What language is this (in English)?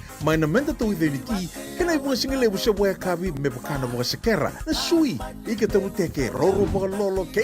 Fijian